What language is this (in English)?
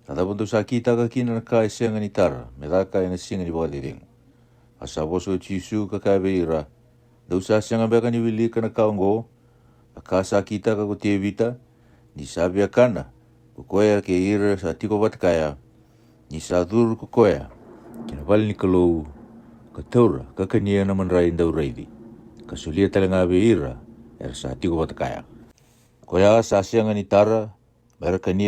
Fijian